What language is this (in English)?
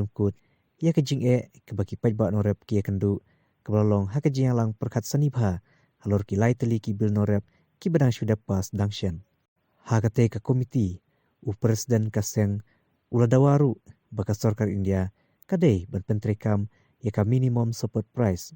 Khasi